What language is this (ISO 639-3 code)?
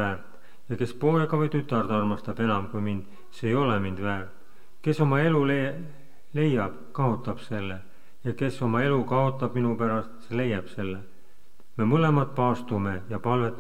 est